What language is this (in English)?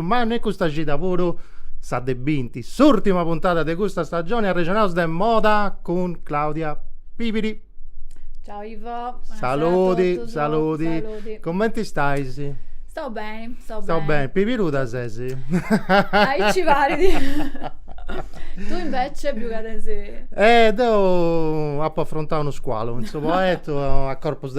Sardinian